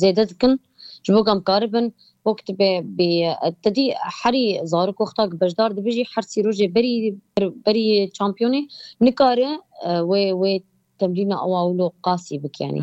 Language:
Kurdish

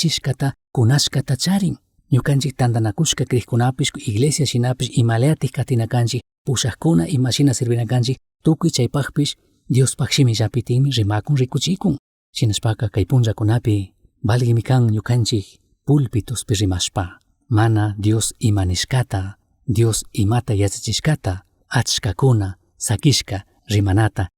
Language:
Chimborazo Highland Quichua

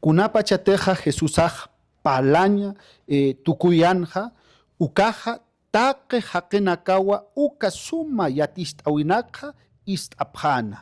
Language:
Aymara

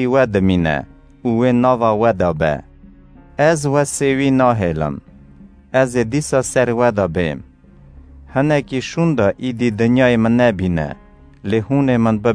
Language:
Kurdish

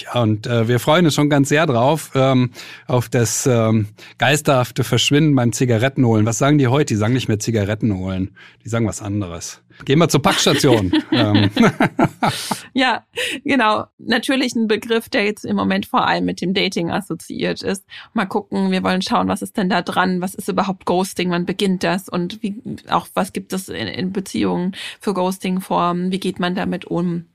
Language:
German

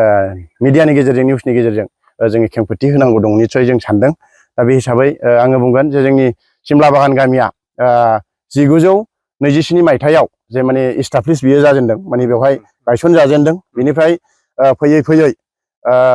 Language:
Bodo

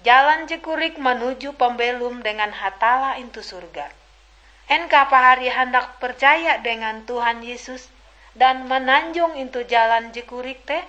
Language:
Ngaju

